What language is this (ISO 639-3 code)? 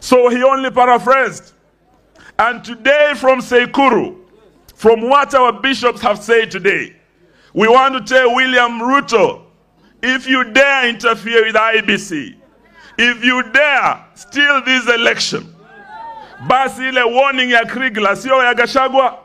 swa